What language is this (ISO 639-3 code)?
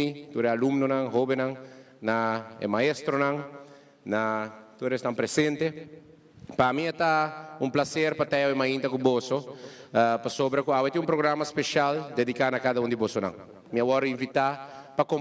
pap